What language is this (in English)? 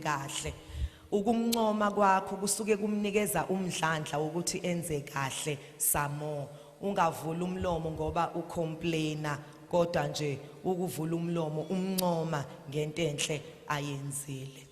Zulu